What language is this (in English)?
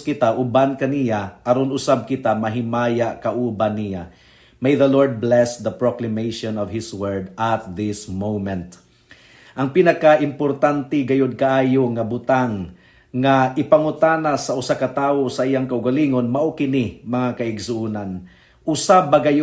Cebuano